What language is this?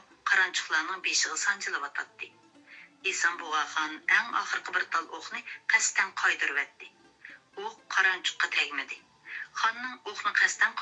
Uyghur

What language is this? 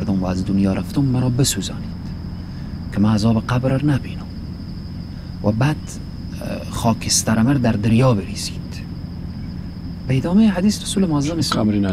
Persian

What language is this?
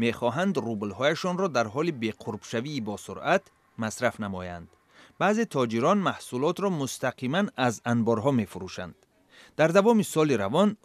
Tajik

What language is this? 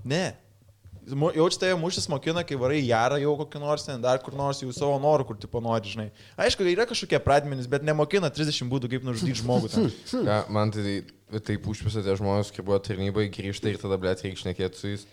Lithuanian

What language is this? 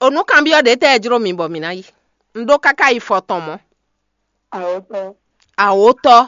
Fon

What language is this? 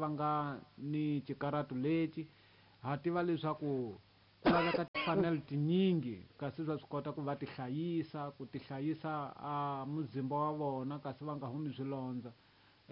Tsonga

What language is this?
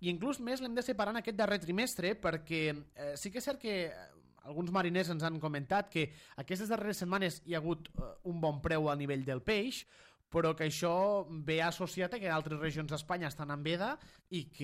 Catalan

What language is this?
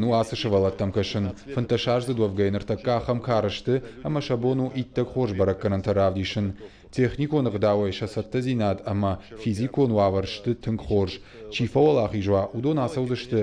Ossetic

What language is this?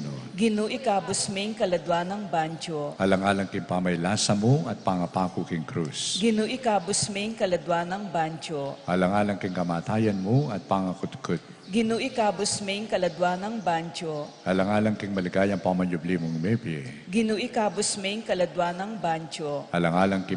Pampanga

